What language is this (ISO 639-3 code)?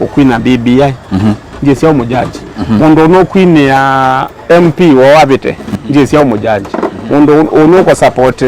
kam